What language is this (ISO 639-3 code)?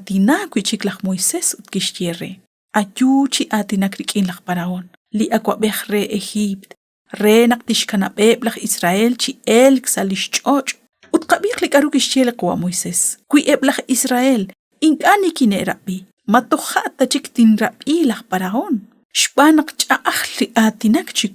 kek